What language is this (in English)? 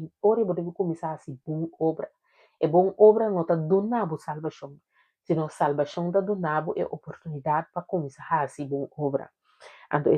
Papiamento